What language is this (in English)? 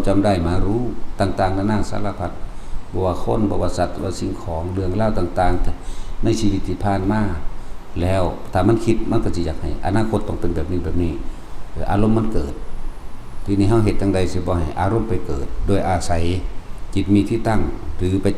Northeastern Thai